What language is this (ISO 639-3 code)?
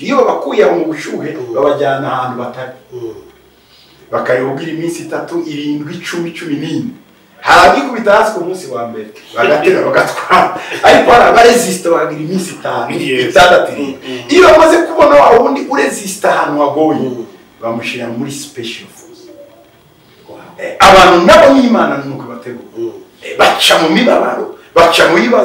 kin